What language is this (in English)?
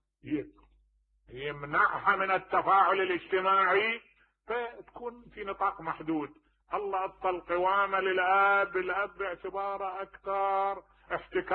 Mesopotamian Arabic